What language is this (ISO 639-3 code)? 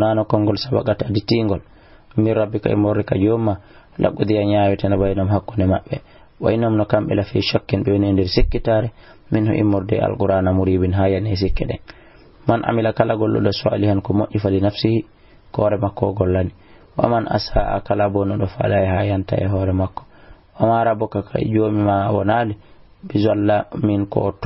ful